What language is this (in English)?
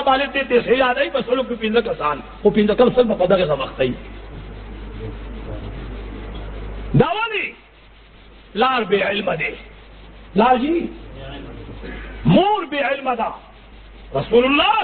Pashto